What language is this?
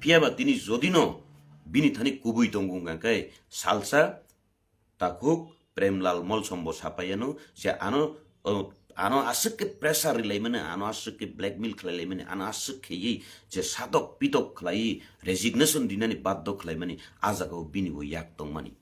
Kok Borok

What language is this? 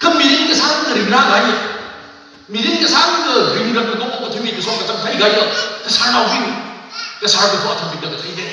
Tangkhul Naga (India)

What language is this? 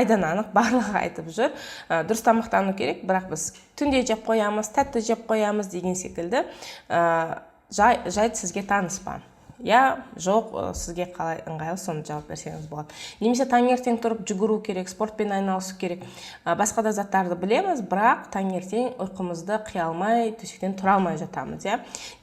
Kazakh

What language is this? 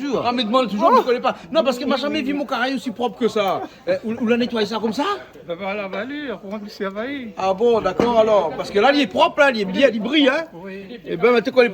Réunion Creole French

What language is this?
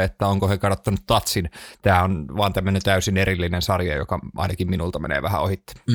Finnish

